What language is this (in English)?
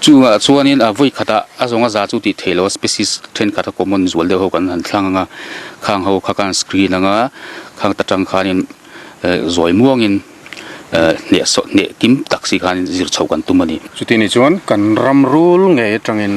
Mizo